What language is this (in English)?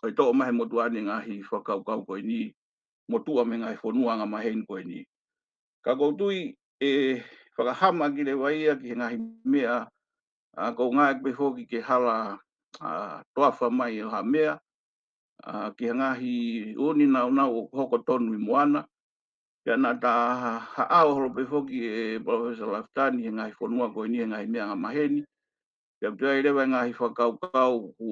Tongan